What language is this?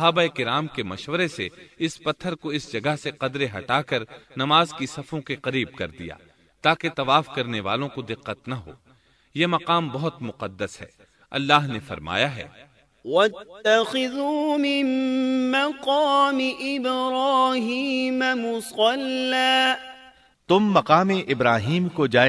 Urdu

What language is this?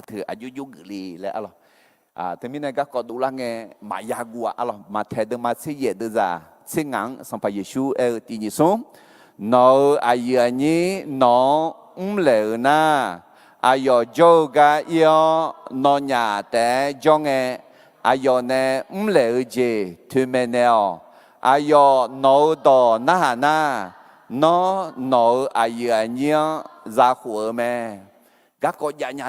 Akha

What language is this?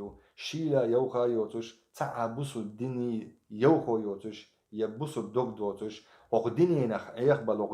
Chechen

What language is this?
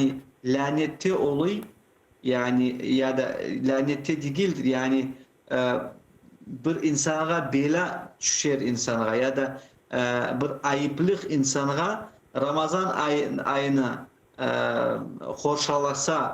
Crimean Tatar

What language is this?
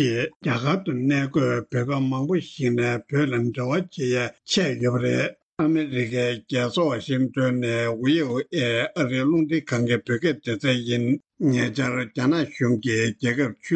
Tibetan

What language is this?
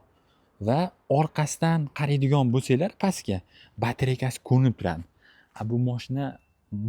Uzbek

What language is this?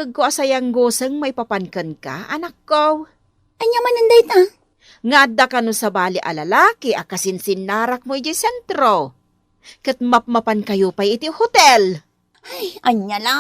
Iloko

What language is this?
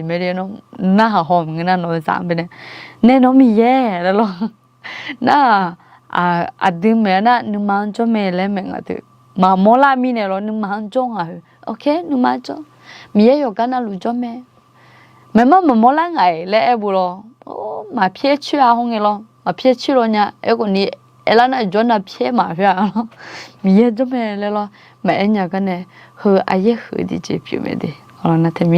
Akha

